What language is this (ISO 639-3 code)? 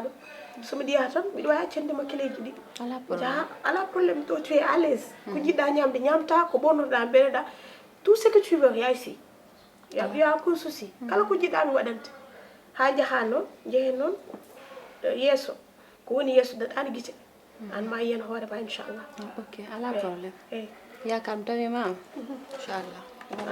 ful